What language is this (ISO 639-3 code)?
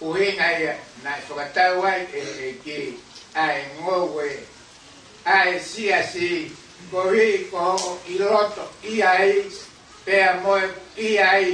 ton